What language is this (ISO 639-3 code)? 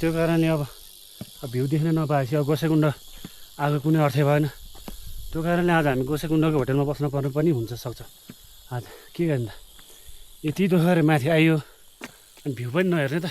nep